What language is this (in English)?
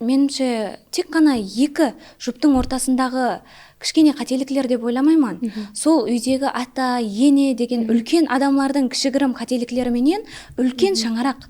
Kara-Kalpak